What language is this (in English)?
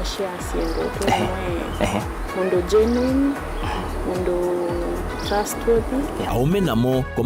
Kamba